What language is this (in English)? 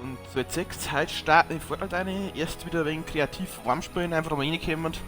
Bavarian